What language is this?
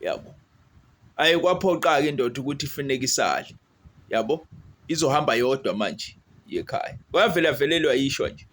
Zulu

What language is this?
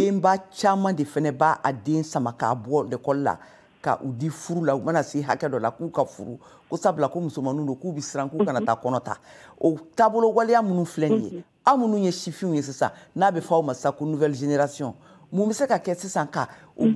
Bambara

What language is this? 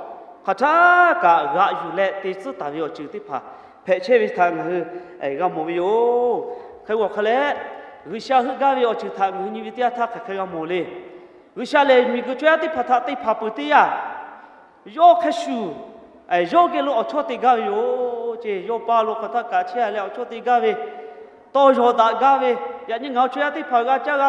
Lahu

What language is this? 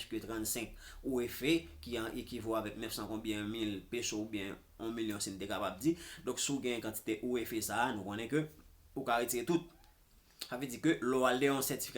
Haitian Creole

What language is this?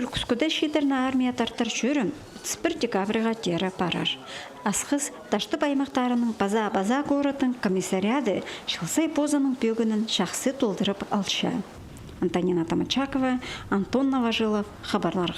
Khakas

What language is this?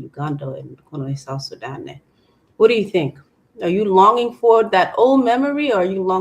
Acoli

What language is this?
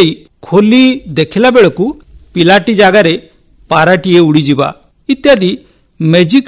Odia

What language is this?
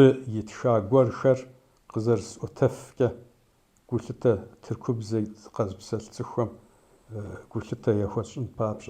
Kabardian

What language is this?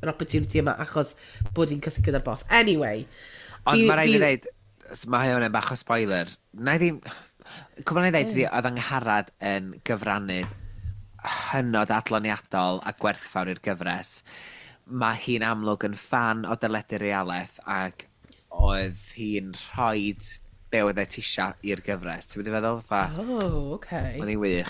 Welsh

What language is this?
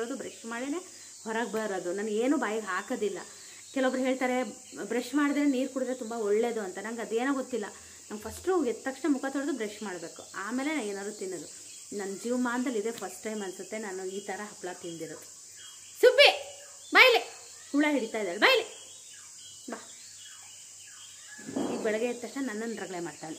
Kannada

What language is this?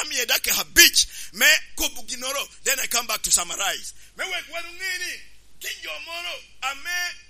Lango (Uganda)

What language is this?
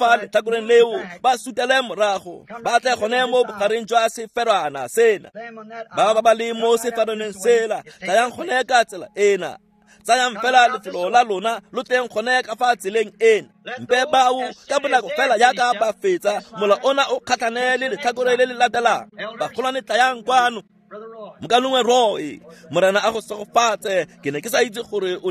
Tswana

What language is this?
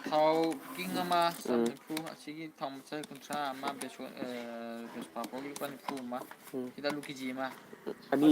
Manipuri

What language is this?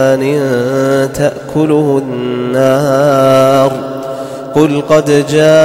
Arabic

